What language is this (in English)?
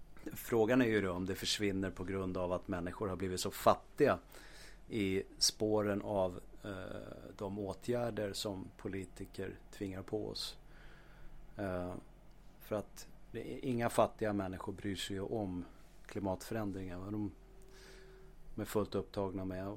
Swedish